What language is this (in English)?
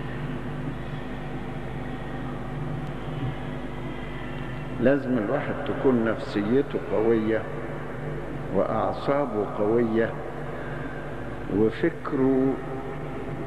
Egyptian Arabic